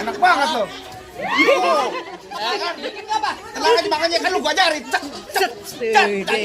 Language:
Betawi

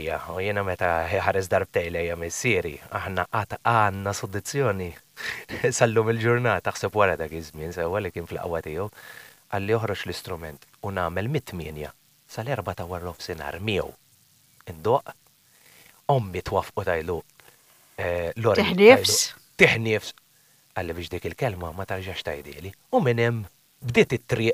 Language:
Maltese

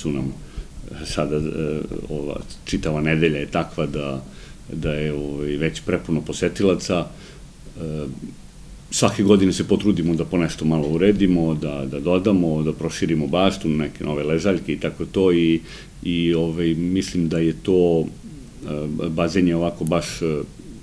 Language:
Serbian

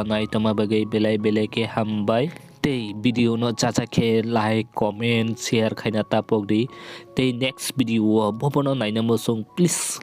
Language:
Kok Borok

